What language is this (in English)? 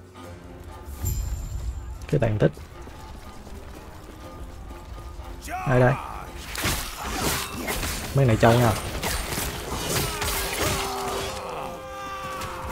Vietnamese